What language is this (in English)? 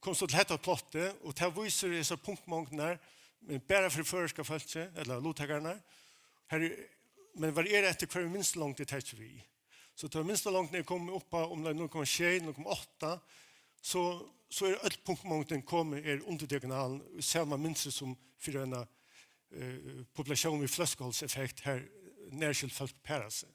Faroese